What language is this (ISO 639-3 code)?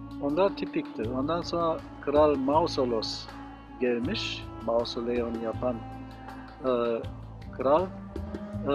tur